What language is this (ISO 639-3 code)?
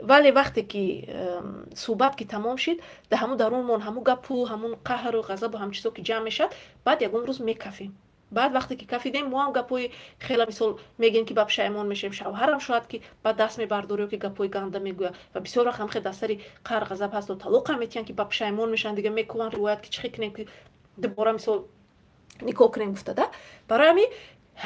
tgk